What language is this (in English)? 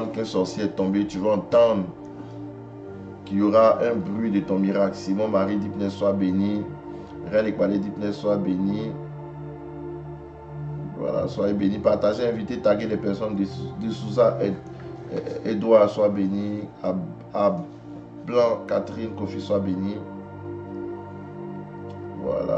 French